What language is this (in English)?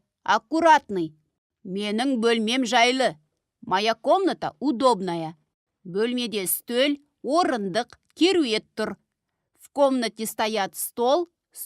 Kazakh